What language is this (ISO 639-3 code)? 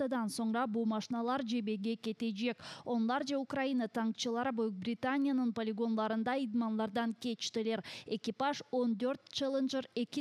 crh